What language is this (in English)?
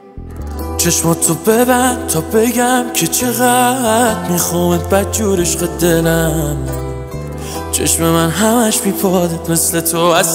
Persian